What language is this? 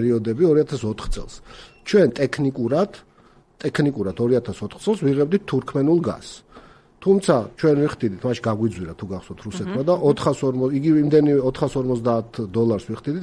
Georgian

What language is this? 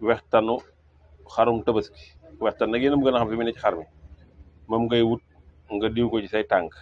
Wolof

